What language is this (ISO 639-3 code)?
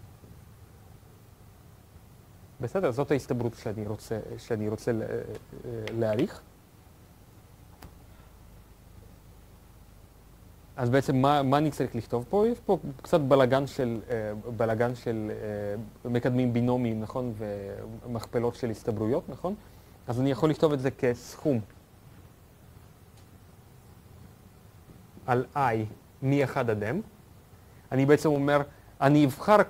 heb